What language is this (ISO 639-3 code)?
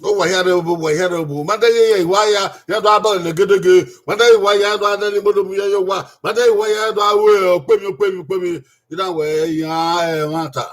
bin